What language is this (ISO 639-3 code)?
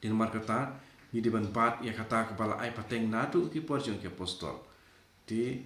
kha